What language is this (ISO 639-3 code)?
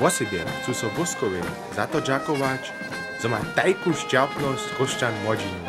hsb